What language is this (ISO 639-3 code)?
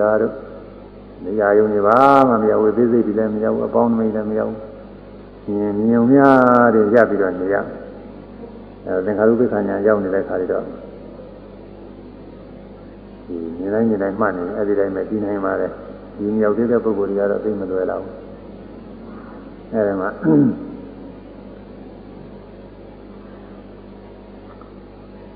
mya